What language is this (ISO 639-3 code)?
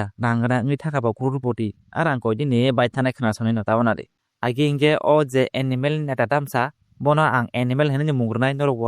trp